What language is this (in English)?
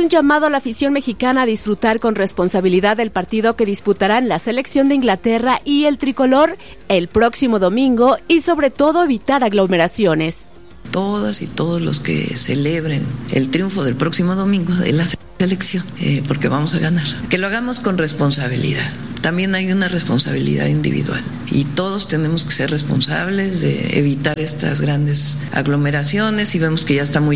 Spanish